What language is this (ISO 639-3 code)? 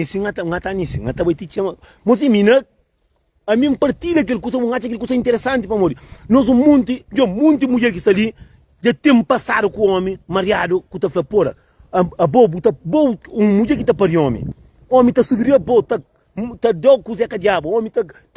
kea